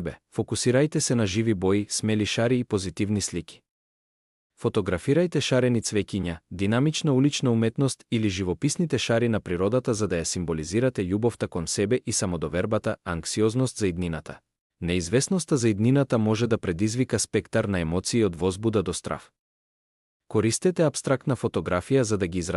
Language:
Macedonian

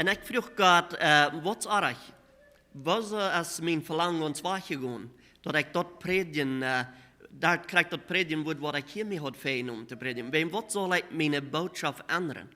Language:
Plautdietsch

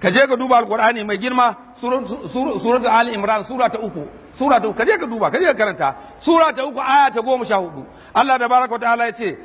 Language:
Hausa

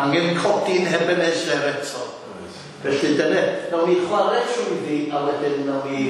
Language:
Welsh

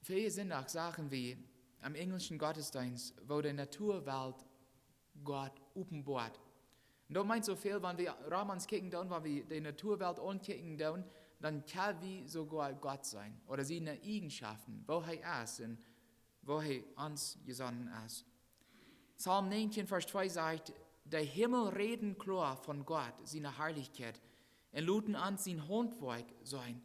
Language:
Plautdietsch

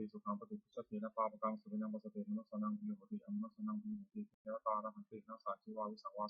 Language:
Pali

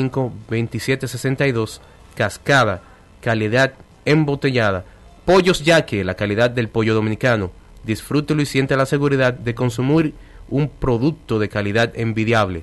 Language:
Spanish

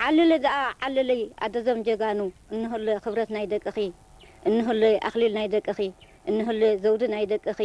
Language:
Tigrinya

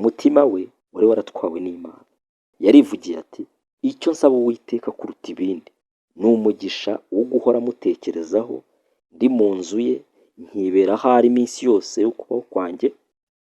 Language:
Kinyarwanda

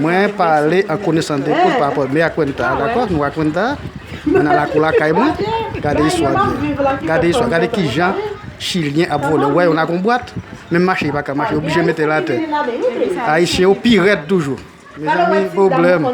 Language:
Haitian Creole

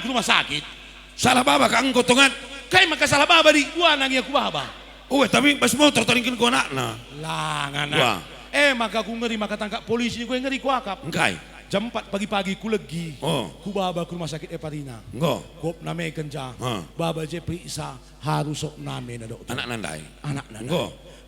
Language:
Batak Karo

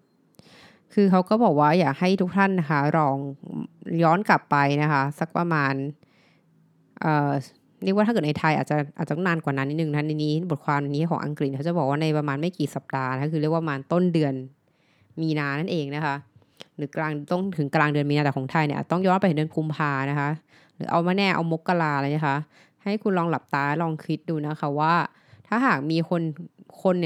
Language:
Thai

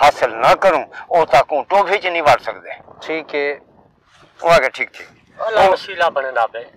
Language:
Saraiki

